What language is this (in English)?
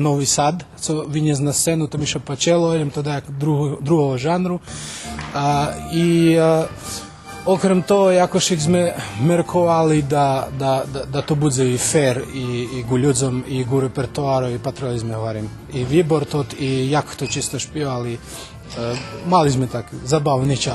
Rusyn